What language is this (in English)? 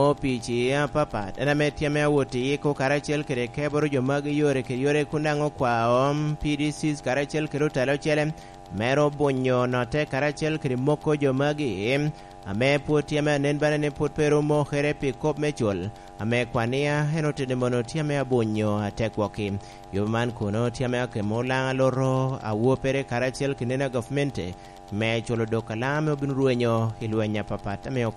Lango (Uganda)